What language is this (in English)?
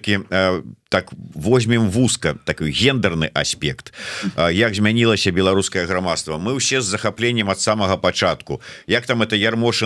Belarusian